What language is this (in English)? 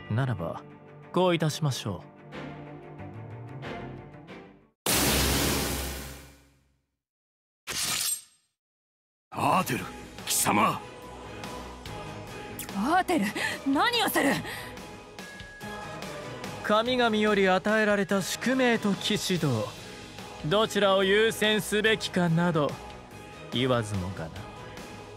Japanese